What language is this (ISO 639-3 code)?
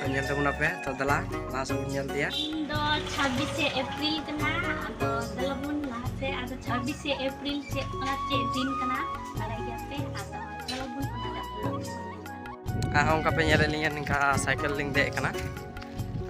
sat